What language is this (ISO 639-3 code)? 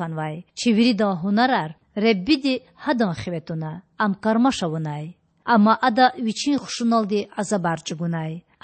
lez